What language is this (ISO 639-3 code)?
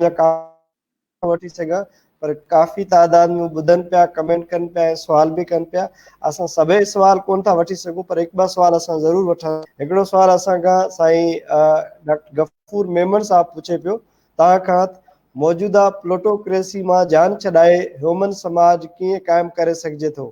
snd